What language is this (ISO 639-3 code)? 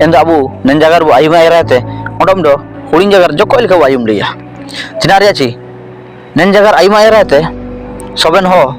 hoc